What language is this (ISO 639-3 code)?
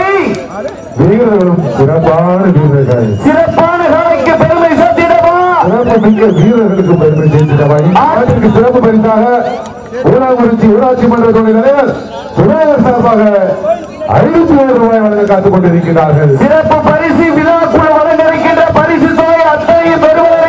tam